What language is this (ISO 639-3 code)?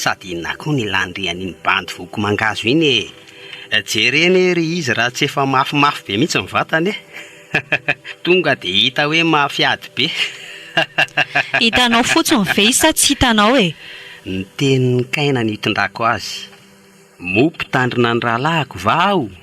mlg